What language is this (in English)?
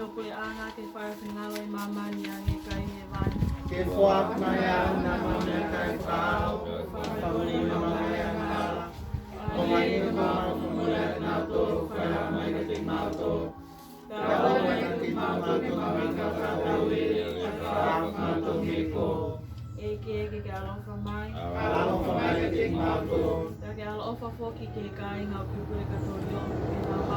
Tongan